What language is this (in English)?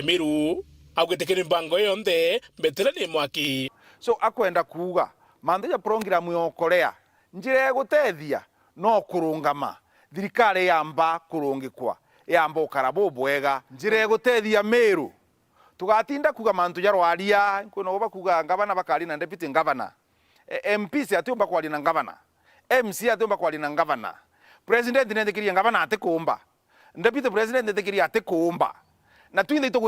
Meru